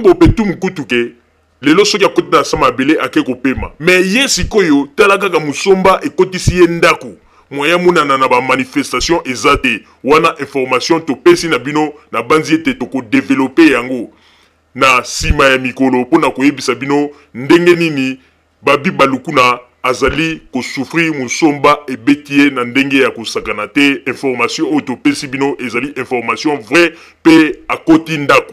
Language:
Lingala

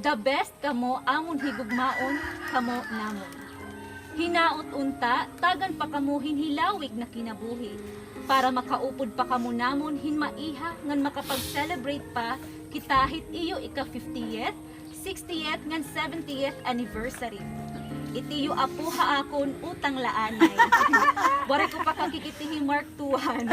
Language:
Waray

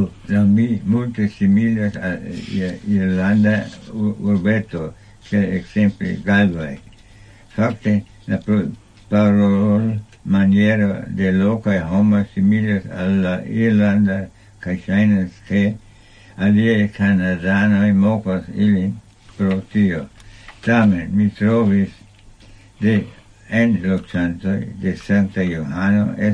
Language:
Esperanto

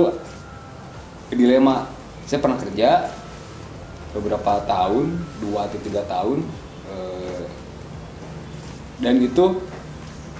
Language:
Indonesian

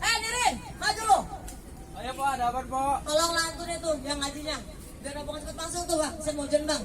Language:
Betawi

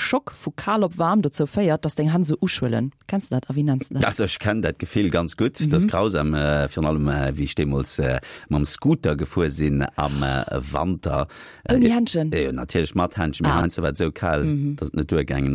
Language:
Luxembourgish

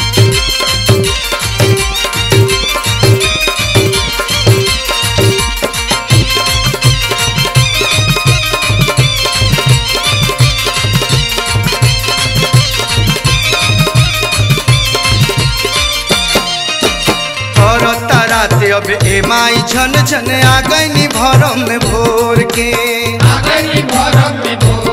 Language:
Bhojpuri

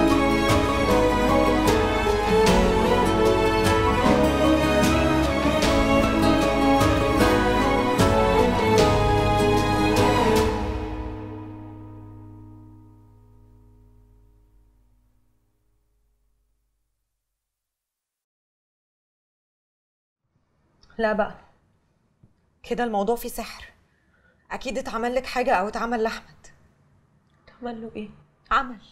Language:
Egyptian Arabic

